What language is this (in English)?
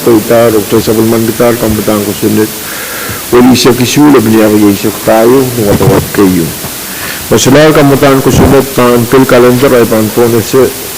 Pohnpeian